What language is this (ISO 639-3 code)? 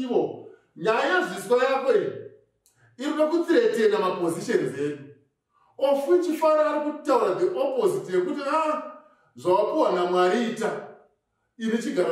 sna